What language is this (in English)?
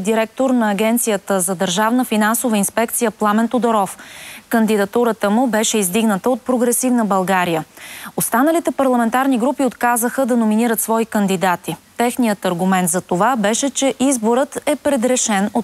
Bulgarian